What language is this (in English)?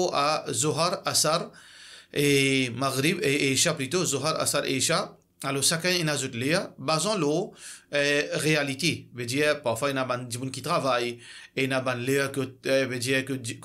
Morisyen